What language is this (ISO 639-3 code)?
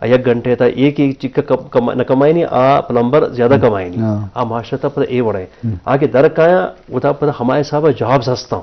bgp